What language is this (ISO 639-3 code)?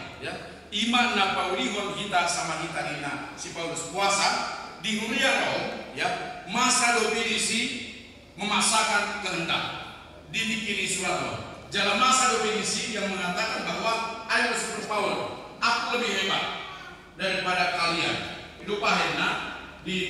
bbc